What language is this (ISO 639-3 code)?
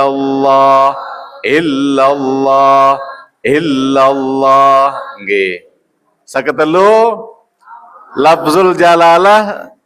sas